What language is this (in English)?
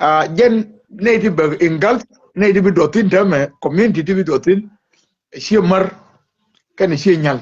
Nuer